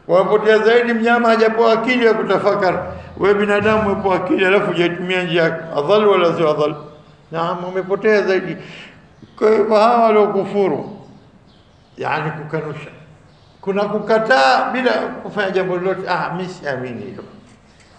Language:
Swahili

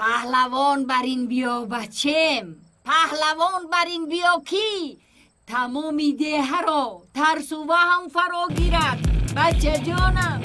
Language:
Tajik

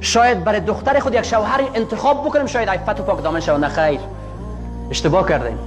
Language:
Persian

